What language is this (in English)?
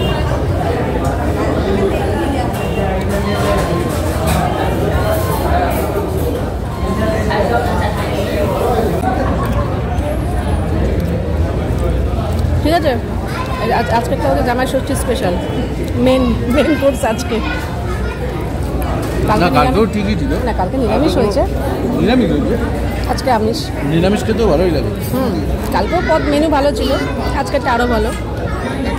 Bangla